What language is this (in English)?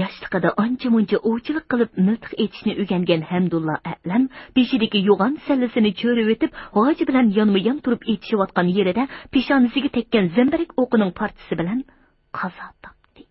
Uyghur